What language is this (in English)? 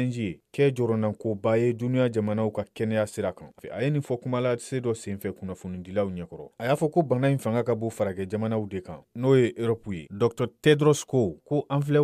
Bambara